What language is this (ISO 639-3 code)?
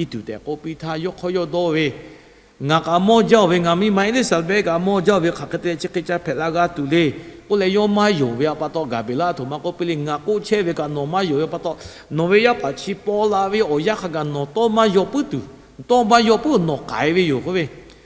lhu